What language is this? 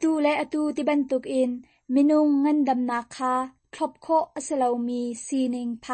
Hakha Chin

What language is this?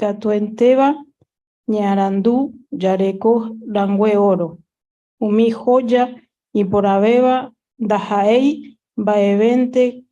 Guarani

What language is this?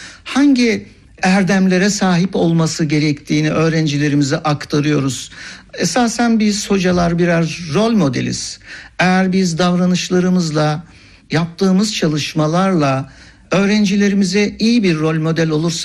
Turkish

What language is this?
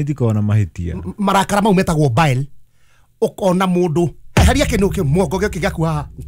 Kikuyu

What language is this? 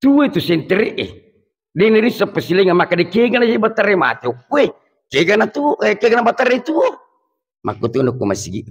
Buginese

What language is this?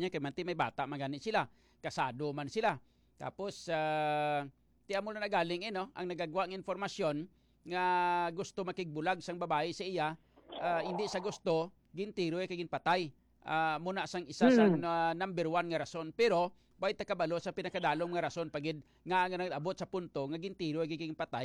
Hiligaynon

